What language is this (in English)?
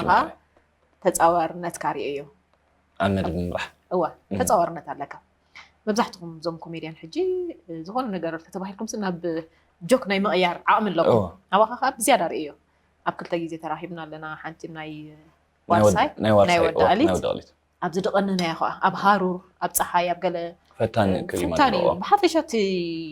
Tigrinya